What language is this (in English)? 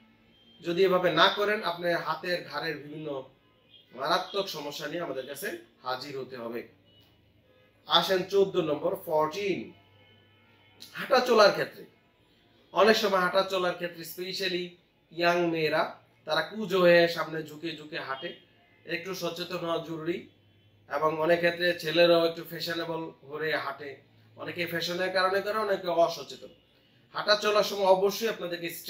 Bangla